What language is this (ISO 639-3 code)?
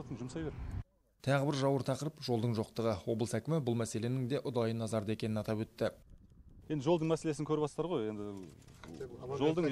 kaz